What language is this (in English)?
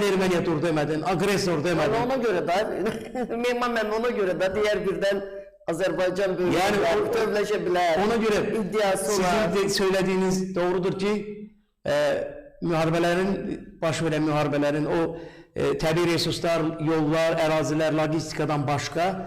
Azerbaijani